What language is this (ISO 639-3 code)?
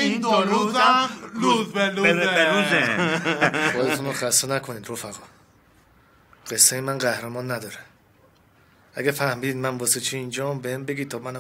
fas